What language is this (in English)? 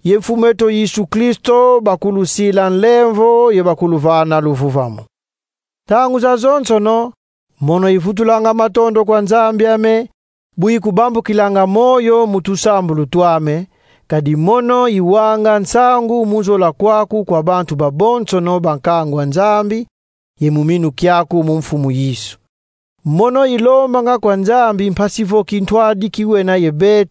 Kongo